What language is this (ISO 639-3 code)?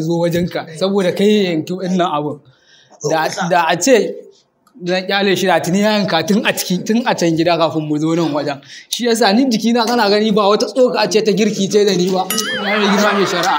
hau